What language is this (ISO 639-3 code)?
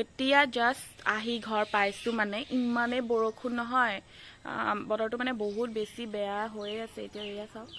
asm